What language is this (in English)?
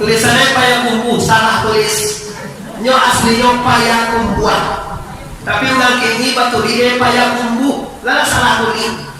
Minangkabau